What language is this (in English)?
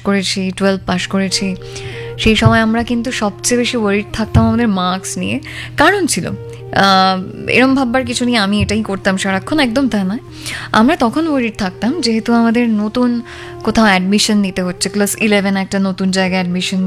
Bangla